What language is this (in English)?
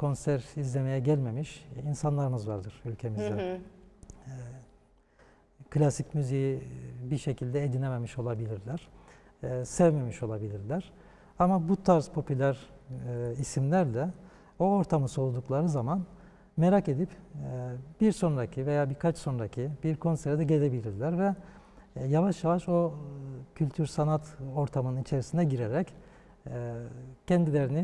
Turkish